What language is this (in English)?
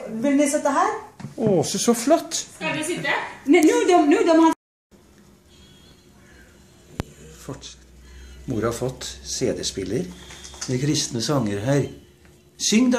Norwegian